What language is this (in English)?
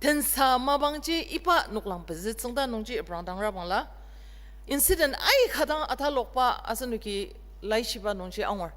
Ao Naga